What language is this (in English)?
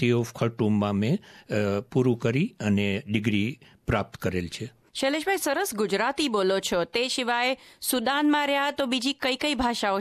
Gujarati